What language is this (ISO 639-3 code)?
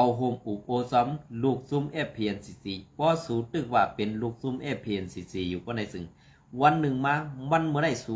shn